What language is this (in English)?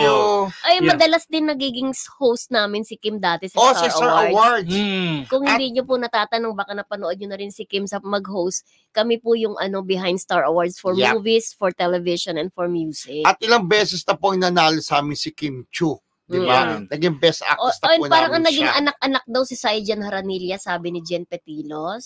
Filipino